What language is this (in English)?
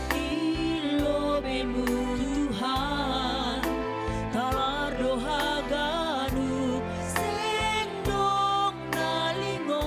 Batak Simalungun